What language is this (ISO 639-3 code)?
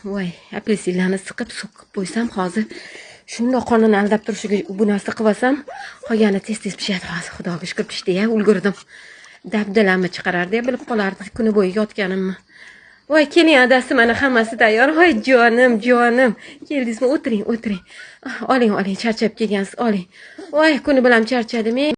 uzb